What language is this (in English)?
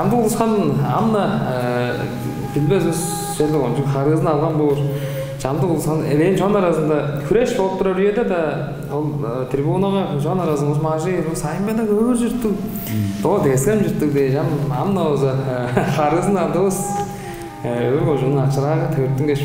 Tuvinian